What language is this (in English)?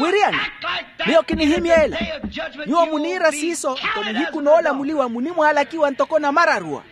Makhuwa